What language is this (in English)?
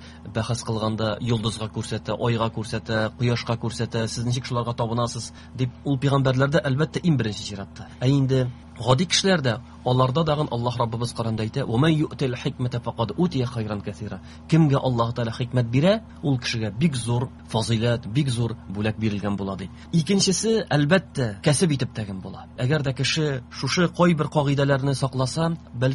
Tatar